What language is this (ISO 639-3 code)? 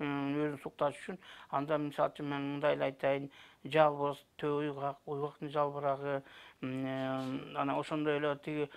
kir